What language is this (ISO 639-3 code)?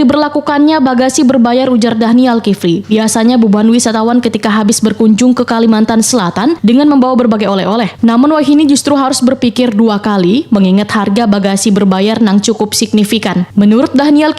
bjn